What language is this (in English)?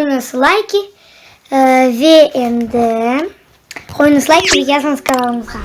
Crimean Tatar